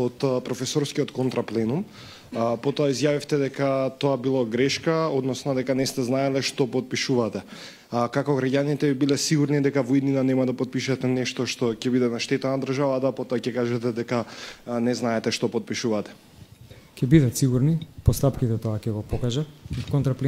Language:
Macedonian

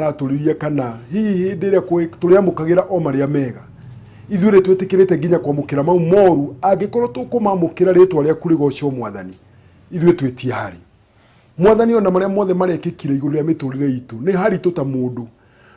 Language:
Kikuyu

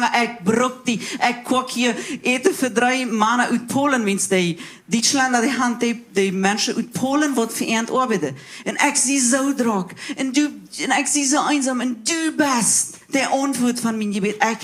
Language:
Plautdietsch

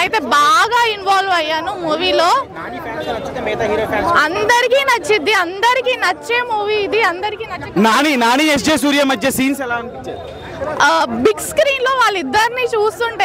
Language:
Telugu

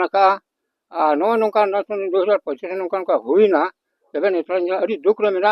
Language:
Santali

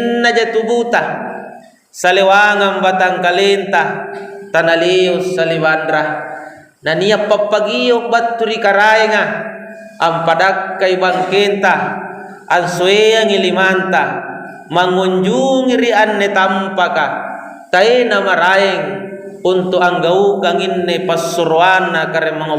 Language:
Makasar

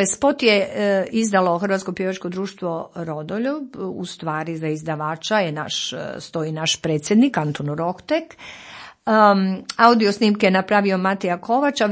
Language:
Croatian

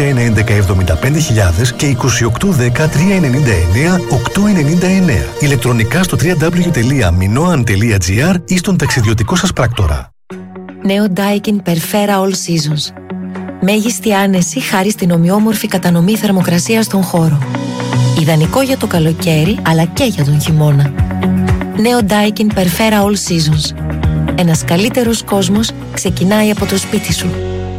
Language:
Greek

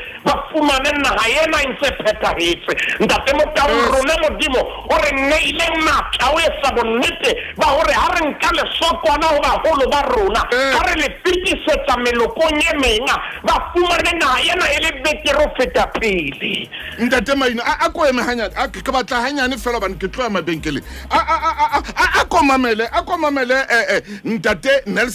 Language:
Southern Sotho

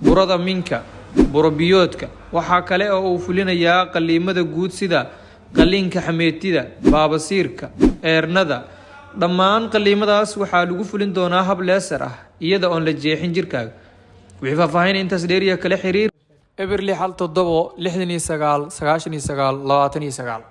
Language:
Somali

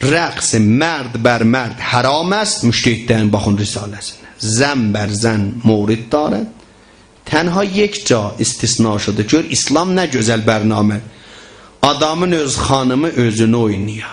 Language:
South Azerbaijani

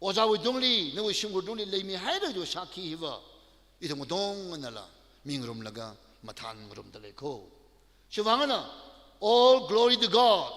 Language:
Tangkhul Naga (India)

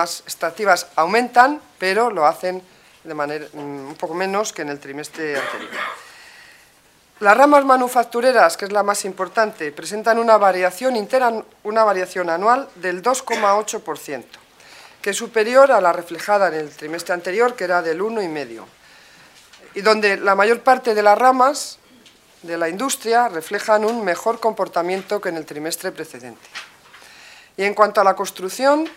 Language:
Spanish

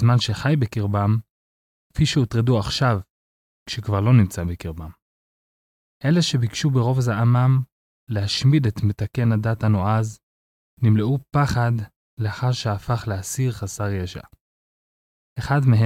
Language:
Hebrew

